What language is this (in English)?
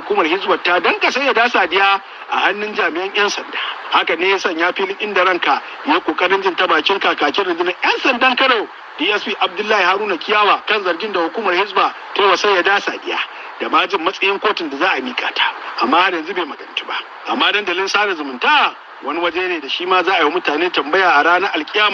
Hausa